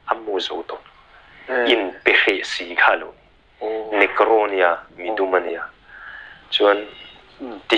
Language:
Mizo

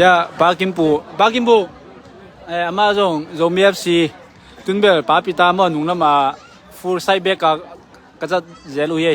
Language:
Tedim Chin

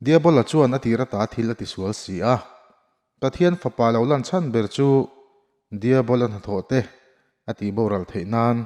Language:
Mizo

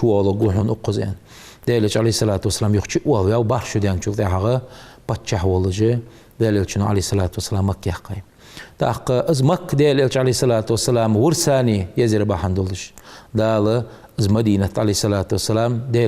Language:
Ingush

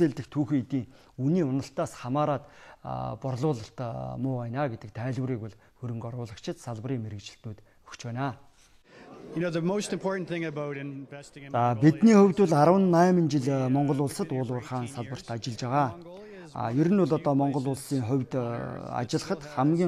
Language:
Mongolian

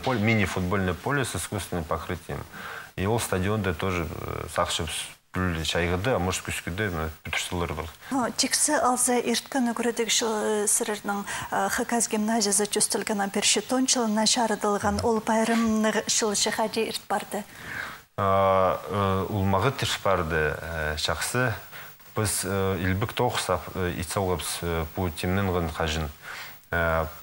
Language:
Khakas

